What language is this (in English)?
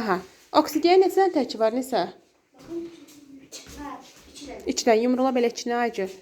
Azerbaijani